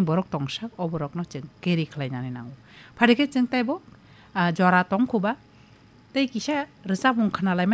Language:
Kok Borok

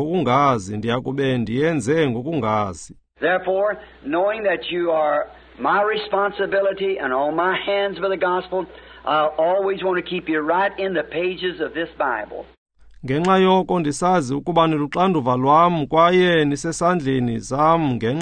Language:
Xhosa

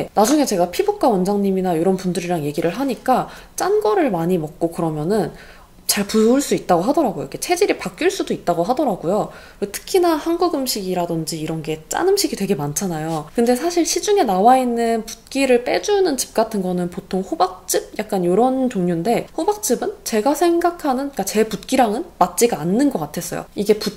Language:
Korean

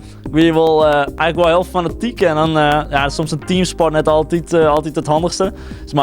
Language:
Western Frisian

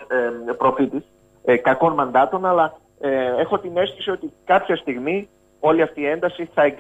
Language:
Greek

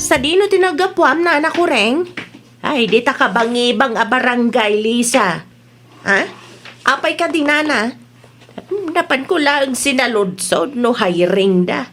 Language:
Iloko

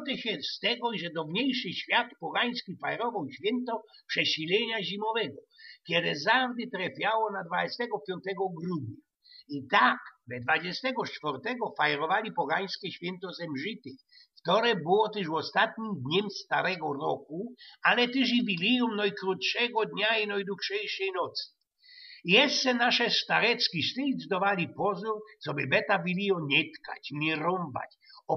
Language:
Silesian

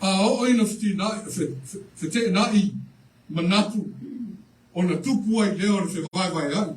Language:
Samoan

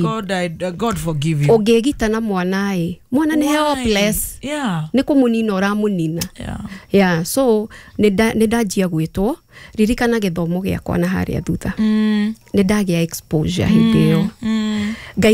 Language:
Kikuyu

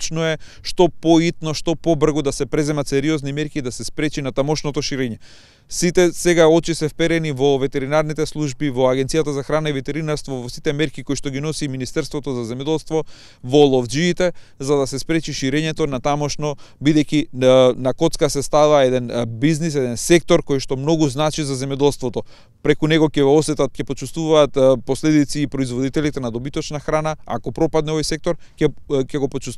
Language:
Macedonian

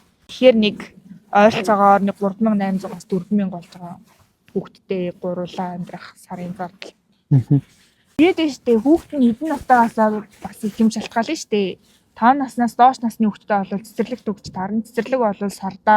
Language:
Mongolian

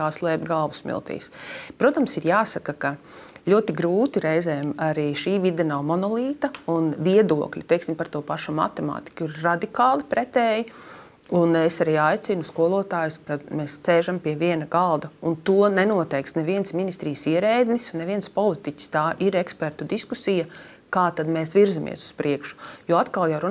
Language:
Latvian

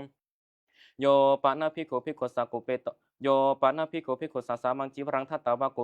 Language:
Pali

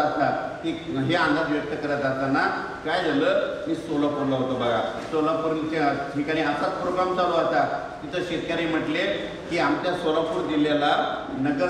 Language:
Marathi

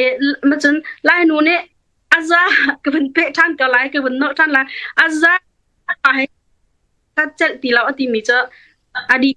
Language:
Hakha Chin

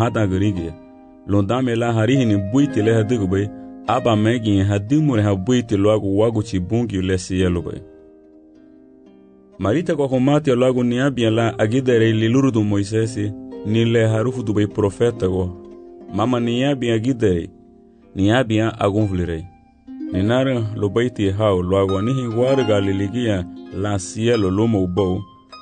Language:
Garifuna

